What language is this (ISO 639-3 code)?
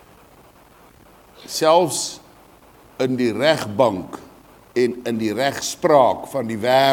afr